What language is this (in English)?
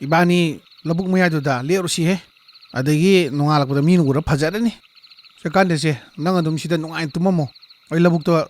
Manipuri